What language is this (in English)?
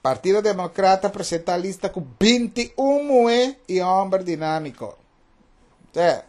Papiamento